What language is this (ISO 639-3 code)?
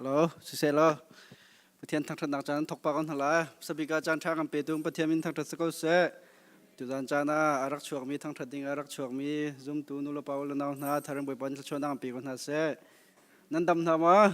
cnh